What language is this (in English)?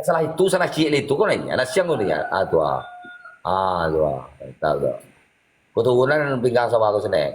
Minangkabau